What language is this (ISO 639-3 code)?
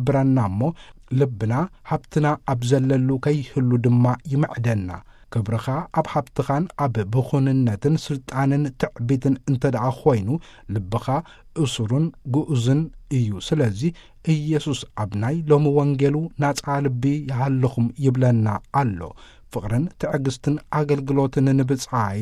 tir